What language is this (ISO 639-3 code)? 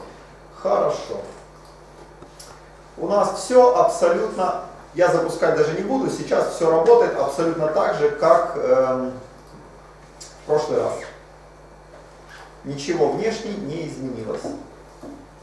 rus